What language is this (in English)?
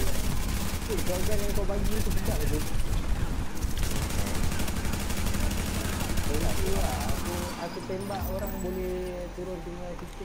Malay